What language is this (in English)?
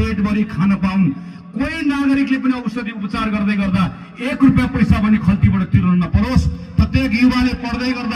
Nepali